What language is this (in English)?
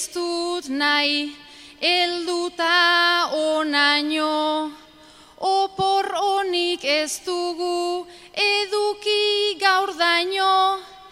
Basque